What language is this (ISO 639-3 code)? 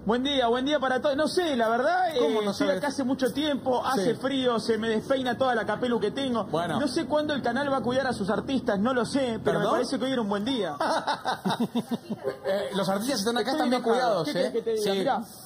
spa